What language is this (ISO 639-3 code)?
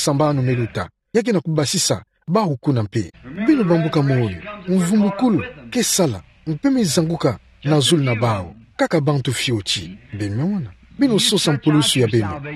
ktu